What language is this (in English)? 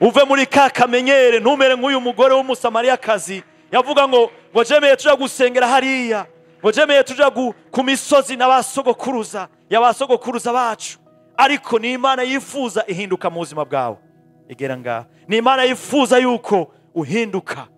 Rundi